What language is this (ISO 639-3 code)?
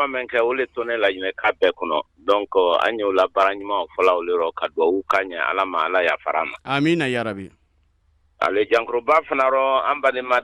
bam